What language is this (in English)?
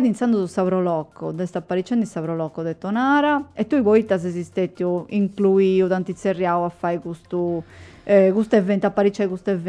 Sardinian